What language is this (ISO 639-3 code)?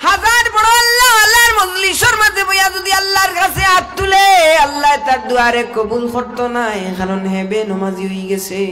syl